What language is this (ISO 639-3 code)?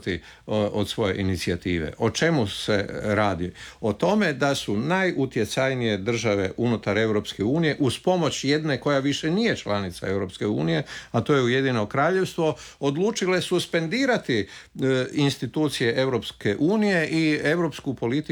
hrv